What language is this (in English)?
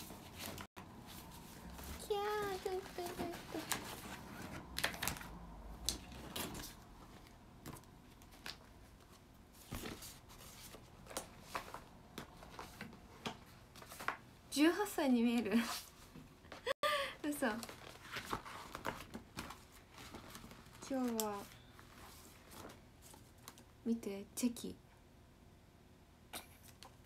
Japanese